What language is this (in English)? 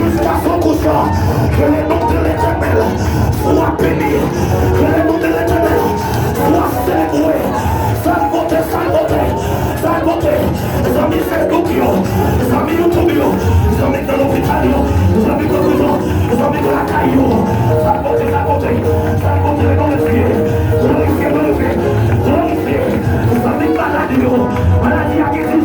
Haitian Creole